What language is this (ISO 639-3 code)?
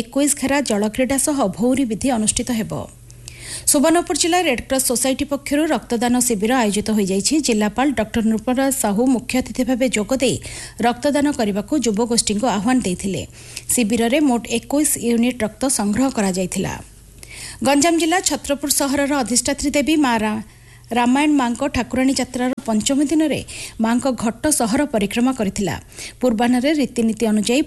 ori